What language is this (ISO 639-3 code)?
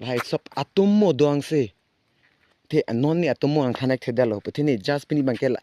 mjw